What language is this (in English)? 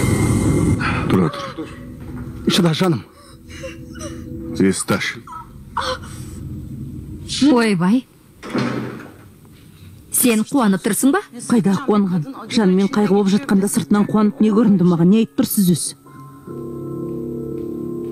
Kazakh